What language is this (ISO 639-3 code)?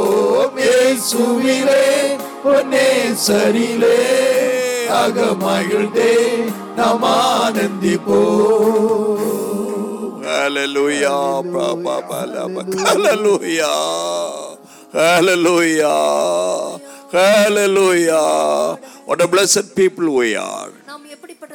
tam